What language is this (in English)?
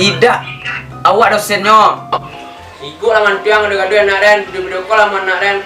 Minangkabau